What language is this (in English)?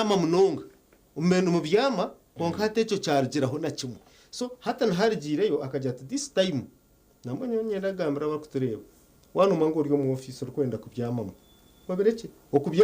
Nyankole